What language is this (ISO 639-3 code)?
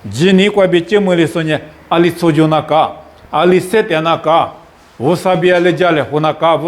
lis